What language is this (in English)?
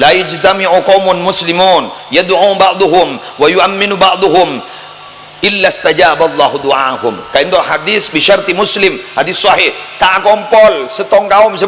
Madurese